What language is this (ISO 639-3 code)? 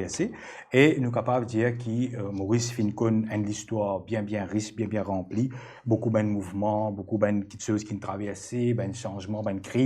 mfe